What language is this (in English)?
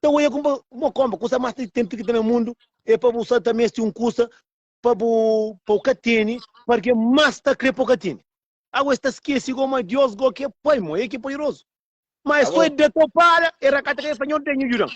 Kabuverdianu